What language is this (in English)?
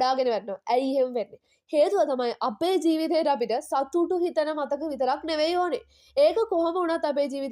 Sinhala